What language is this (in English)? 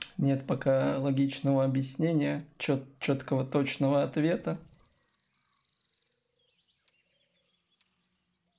Russian